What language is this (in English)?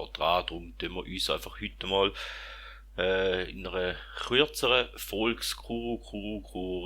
Swiss German